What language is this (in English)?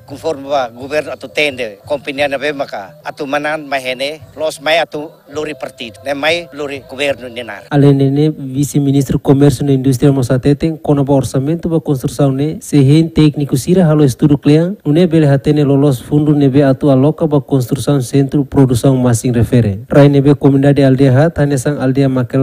Tetum